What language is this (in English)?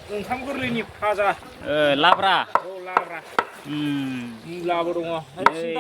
Bodo